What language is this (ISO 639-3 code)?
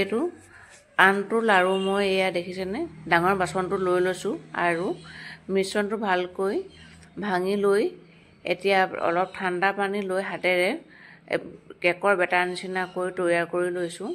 asm